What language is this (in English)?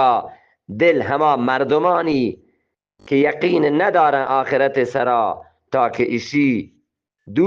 Eastern Balochi